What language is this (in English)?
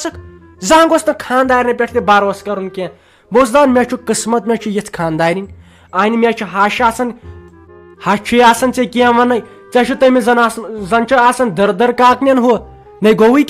Kashmiri